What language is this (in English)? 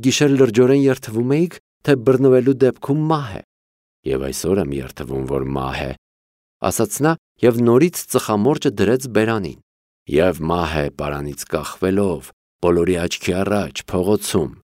Armenian